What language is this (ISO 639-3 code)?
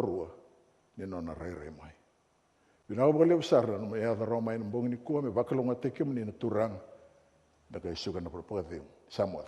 fij